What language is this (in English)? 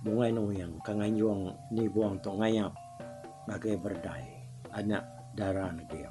Iban